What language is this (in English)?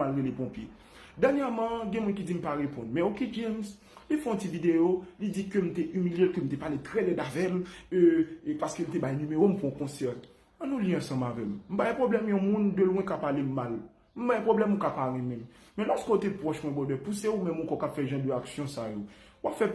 Haitian Creole